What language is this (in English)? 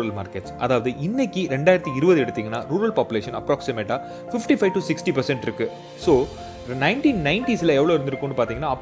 Tamil